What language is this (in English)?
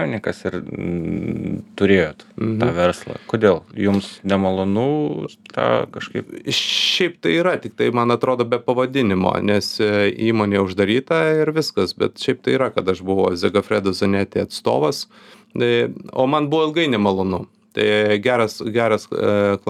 Lithuanian